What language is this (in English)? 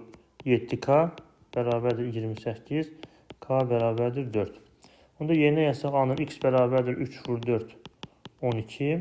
Azerbaijani